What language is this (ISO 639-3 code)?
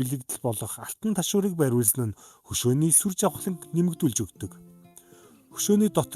mon